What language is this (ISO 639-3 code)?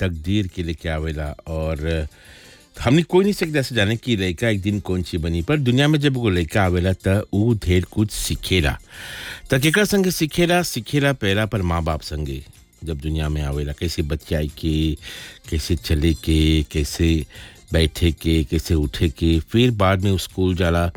bho